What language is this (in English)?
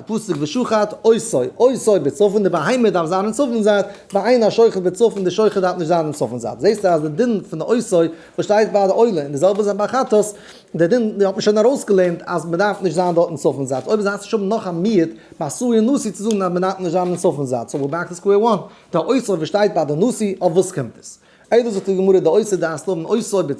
Yiddish